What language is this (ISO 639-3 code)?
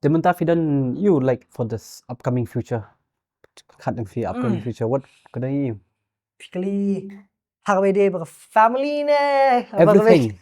kha